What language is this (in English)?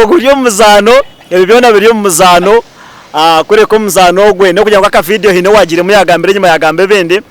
Nyankole